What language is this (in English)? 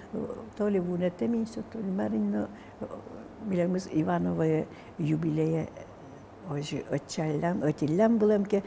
Udmurt